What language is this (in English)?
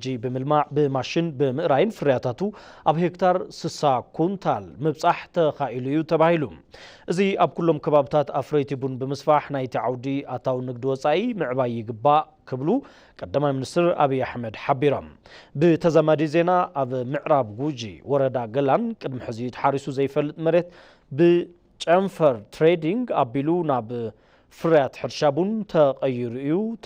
Tigrinya